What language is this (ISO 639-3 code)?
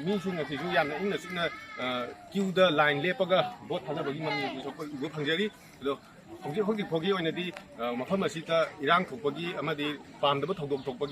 mni